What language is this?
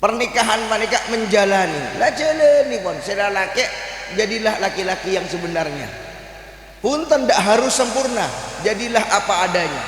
Madurese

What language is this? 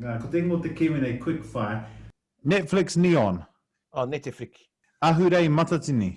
Māori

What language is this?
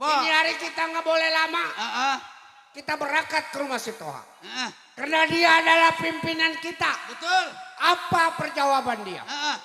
Betawi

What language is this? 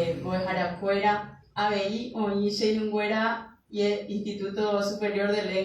Guarani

